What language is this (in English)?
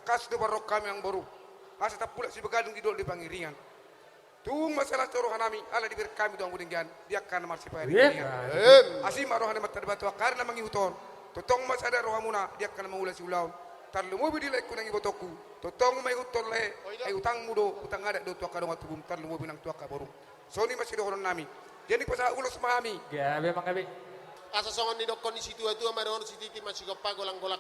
Batak Toba